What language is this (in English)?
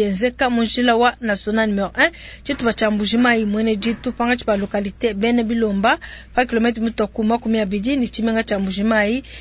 Luba-Lulua